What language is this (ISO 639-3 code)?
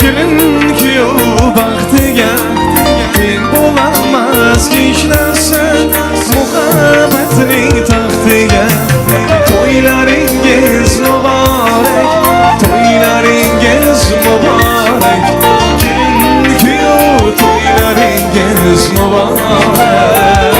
tuk